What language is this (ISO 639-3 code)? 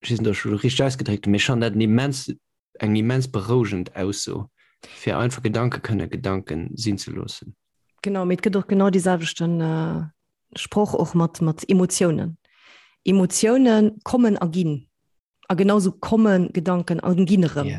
ltz